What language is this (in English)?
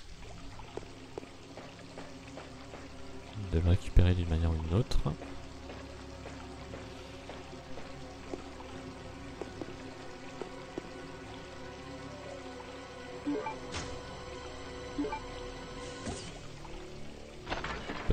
French